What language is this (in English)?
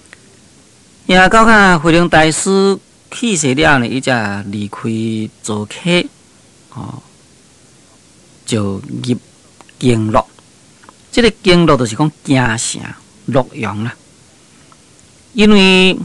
Min Nan Chinese